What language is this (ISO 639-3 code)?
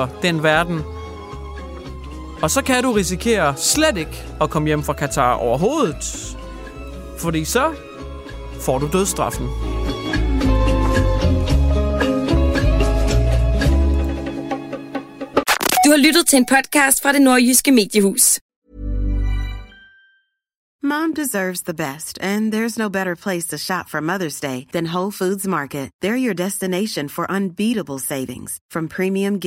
dan